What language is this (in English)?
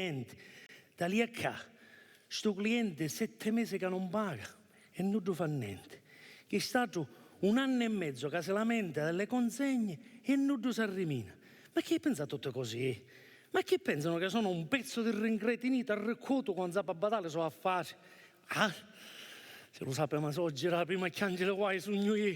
Sicilian